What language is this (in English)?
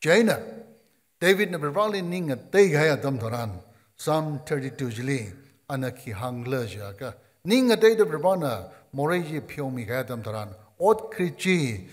Tangkhul Naga (India)